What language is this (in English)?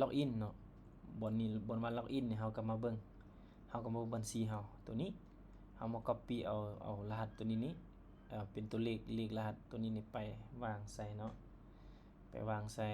Lao